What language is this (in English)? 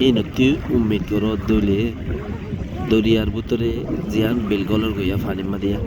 Rohingya